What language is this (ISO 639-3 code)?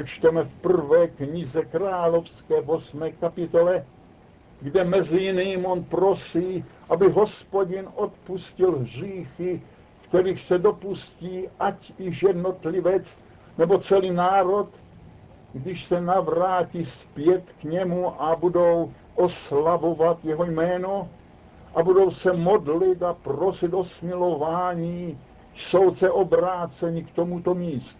ces